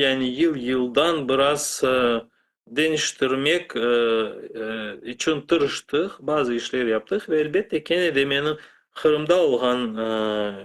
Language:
Crimean Tatar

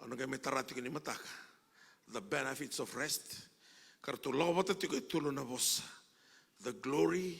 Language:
Fijian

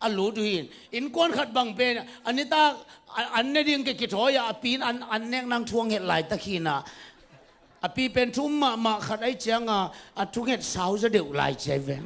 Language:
Tedim Chin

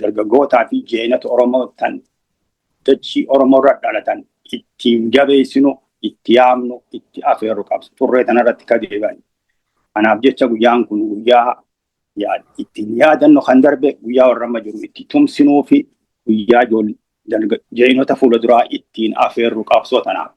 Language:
Oromo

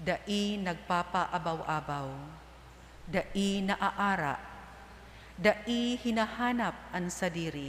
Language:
Bikol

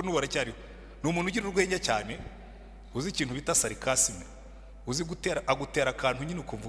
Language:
Kinyarwanda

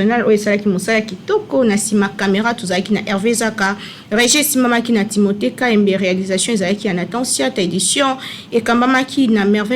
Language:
Lingala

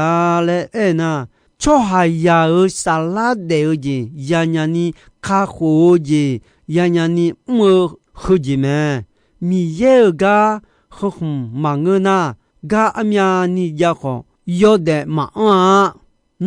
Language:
Akha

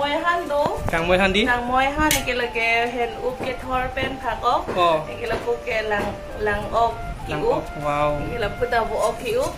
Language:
Karbi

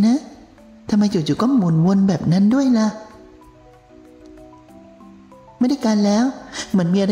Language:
Thai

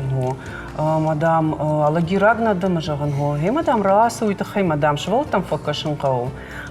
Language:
Ossetic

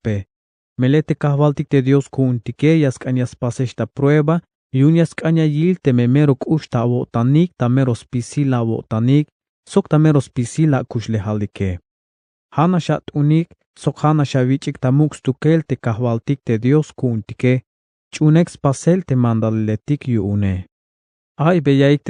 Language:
Tzeltal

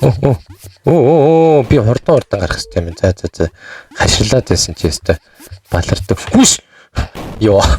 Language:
Mongolian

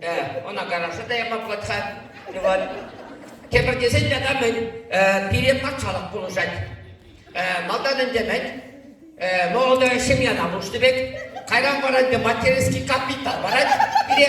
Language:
Chuvash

